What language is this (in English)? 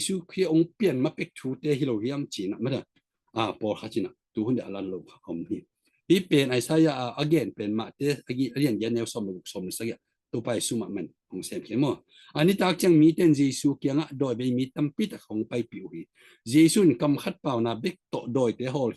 Tedim Chin